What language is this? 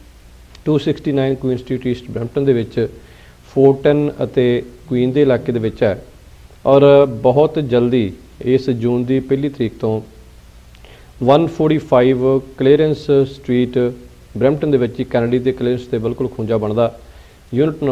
Punjabi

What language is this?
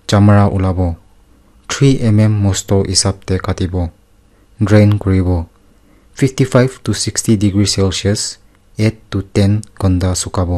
Naga Pidgin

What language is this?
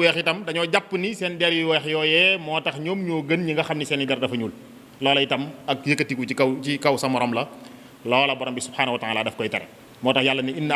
Wolof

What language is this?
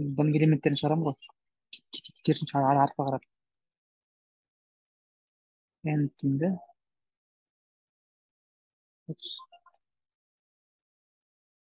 Kazakh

